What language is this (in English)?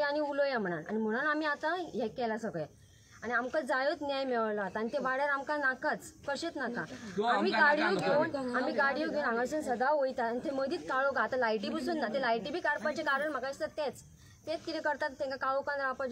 Konkani